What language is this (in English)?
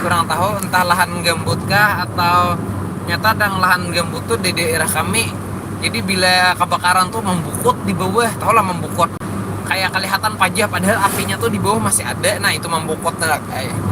Banjar